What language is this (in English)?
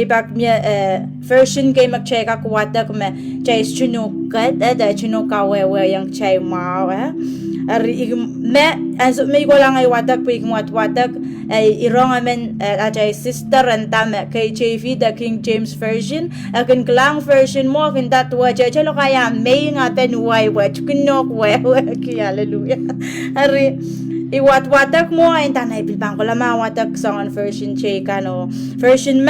Pohnpeian